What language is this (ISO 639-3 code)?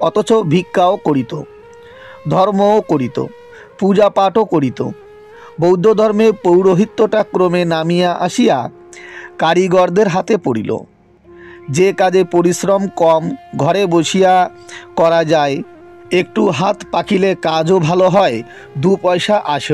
ben